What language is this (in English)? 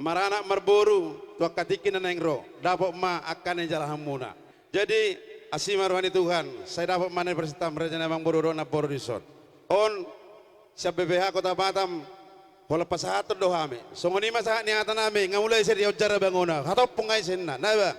Batak Toba